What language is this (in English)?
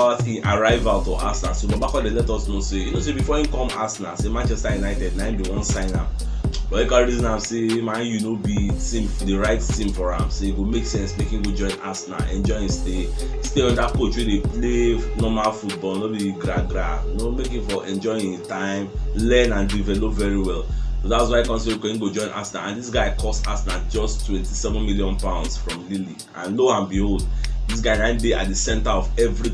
Nigerian Pidgin